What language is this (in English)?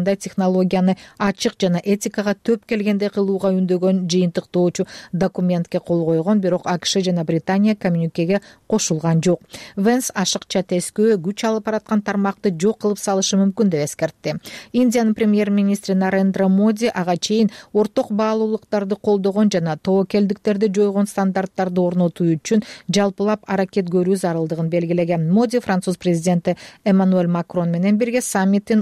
Kyrgyz